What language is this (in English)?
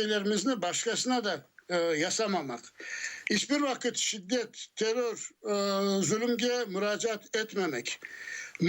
Crimean Tatar